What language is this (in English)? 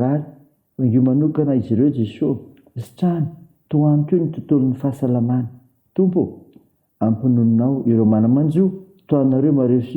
Malagasy